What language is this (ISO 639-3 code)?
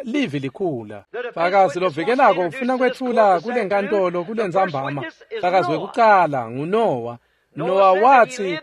ssw